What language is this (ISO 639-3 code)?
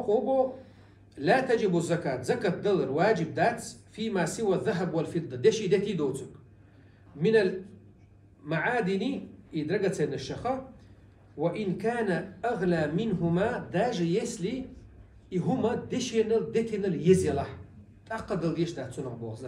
che